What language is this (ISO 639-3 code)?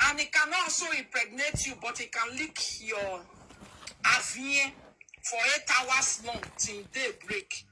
pcm